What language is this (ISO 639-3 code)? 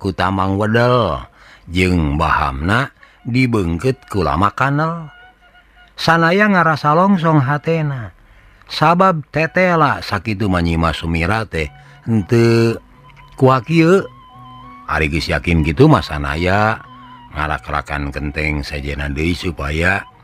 sun